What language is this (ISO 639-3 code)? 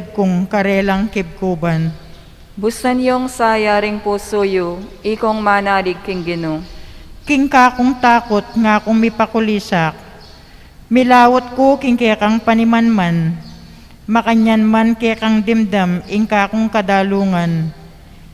pam